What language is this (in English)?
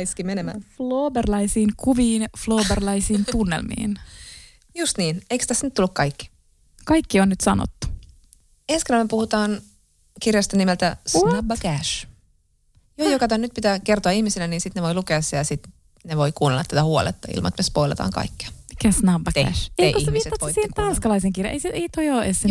Finnish